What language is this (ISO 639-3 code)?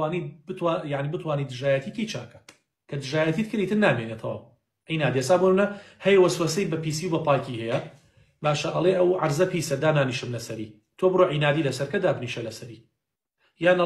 ckb